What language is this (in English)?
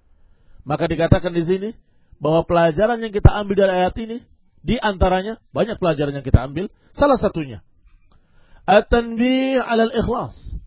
Indonesian